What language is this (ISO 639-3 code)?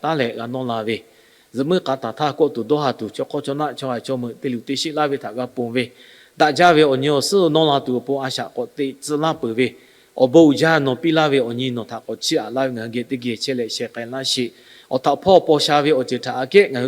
lhu